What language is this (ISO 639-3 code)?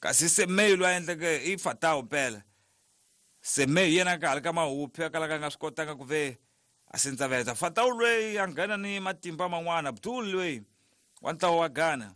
tso